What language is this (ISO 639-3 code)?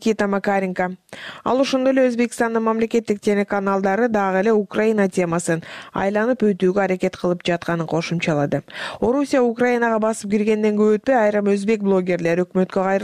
kir